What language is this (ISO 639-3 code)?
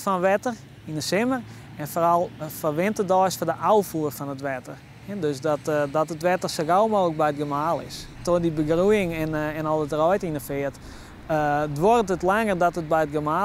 fry